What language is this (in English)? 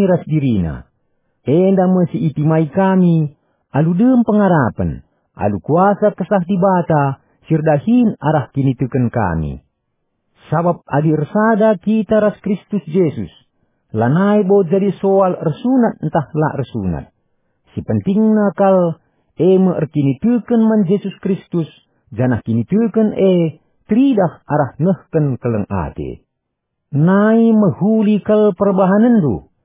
Batak Karo